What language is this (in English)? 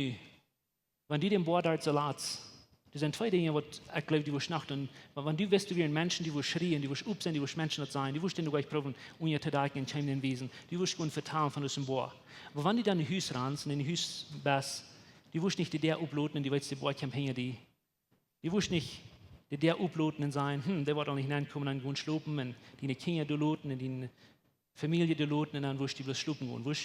Plautdietsch